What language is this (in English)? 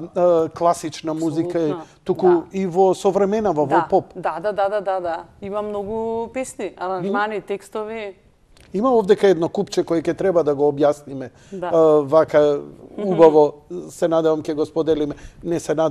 Macedonian